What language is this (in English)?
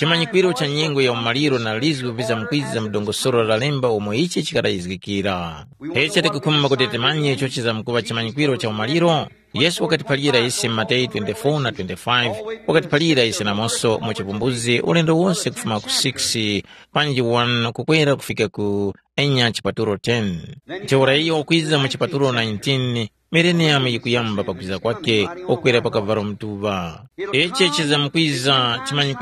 Tumbuka